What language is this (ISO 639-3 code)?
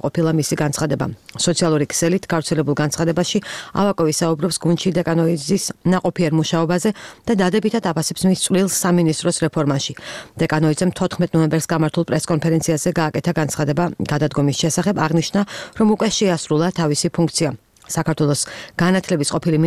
kat